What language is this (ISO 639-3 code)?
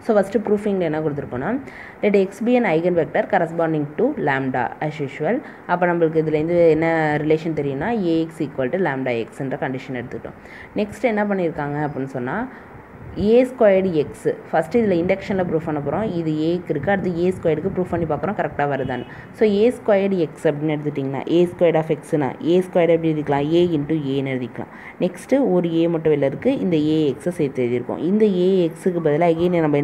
tam